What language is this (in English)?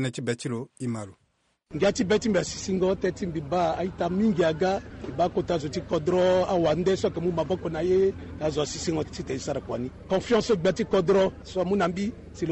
Sango